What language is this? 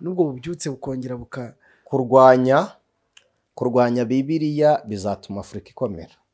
Kinyarwanda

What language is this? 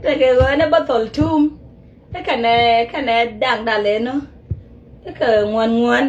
Nuer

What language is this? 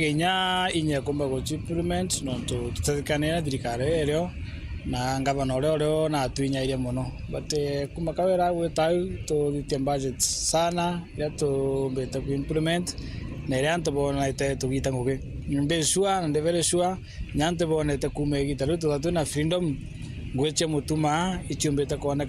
Meru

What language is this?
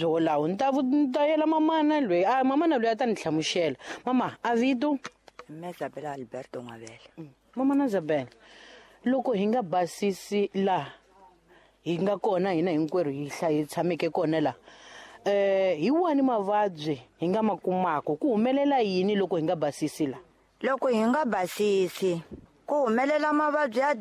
Tsonga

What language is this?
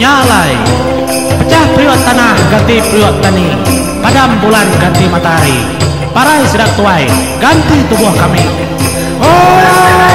Iban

